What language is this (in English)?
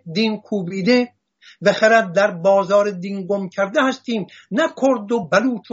Persian